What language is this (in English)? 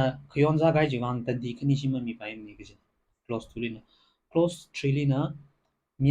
Tangkhul Naga (India)